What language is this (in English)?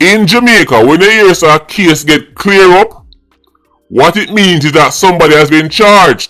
Jamaican Creole English